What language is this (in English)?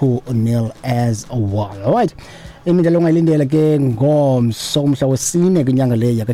Xhosa